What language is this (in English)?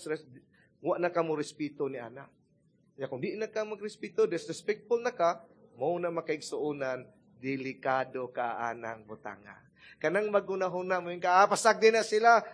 Cebuano